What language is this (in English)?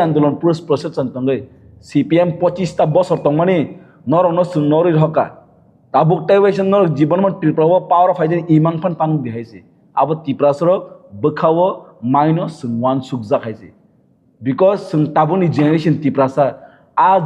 Kok Borok